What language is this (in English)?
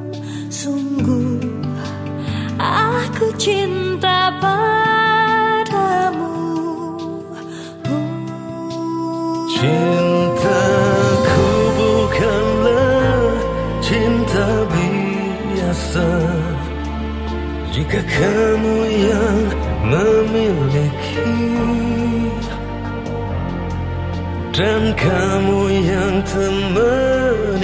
Indonesian